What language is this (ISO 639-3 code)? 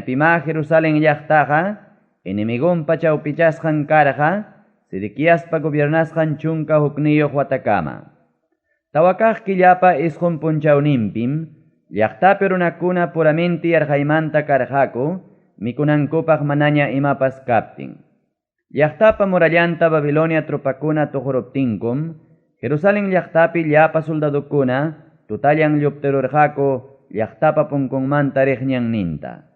quy